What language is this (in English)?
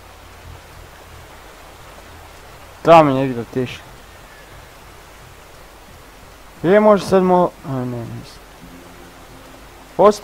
Croatian